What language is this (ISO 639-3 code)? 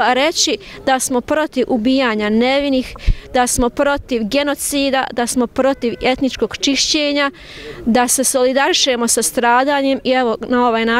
bos